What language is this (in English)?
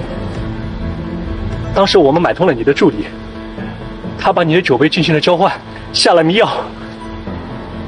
Chinese